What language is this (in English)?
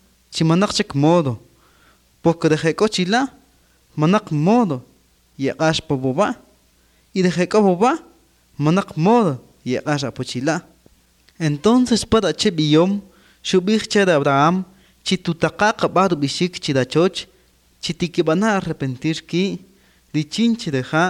Kaqchikel